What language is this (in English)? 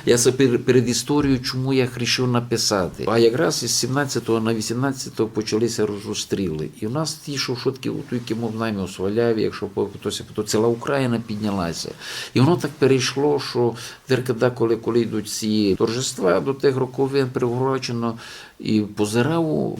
Rusyn